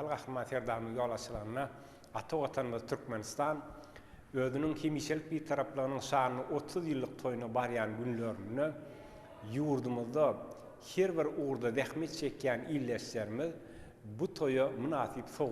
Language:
Turkmen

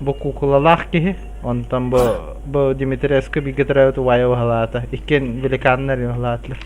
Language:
Yakut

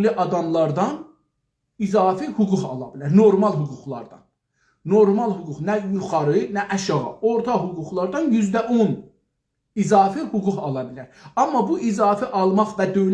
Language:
South Azerbaijani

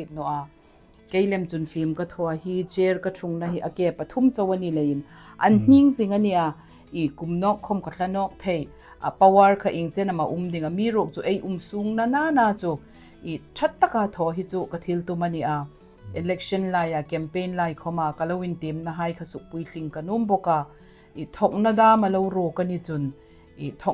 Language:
Hmar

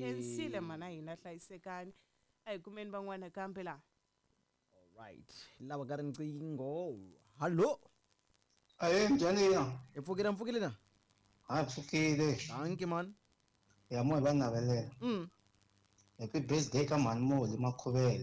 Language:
Tsonga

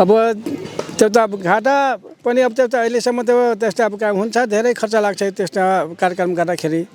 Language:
Nepali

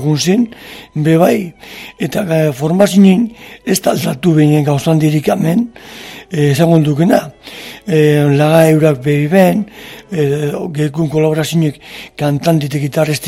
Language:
Basque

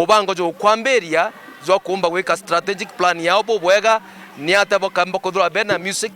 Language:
Meru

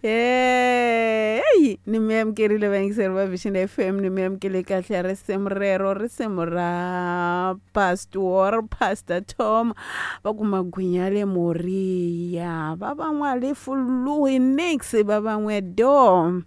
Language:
Tsonga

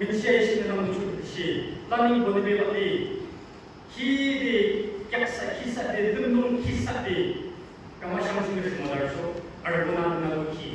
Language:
Yimchungru Naga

